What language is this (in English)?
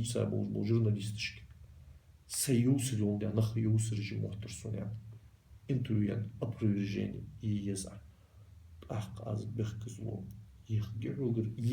Ingush